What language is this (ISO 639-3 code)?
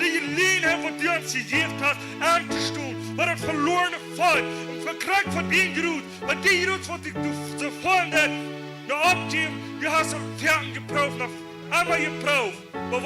pdt